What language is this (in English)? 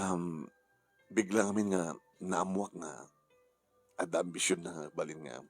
Iloko